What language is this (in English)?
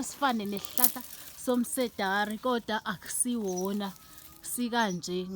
Zulu